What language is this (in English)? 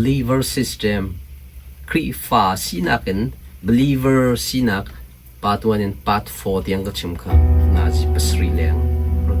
Hakha Chin